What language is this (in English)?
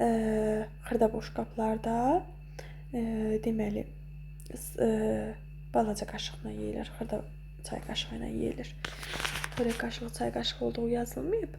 Azerbaijani